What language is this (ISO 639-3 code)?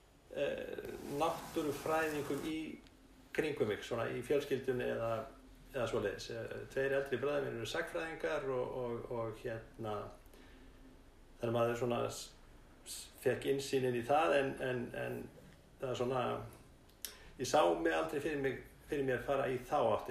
isl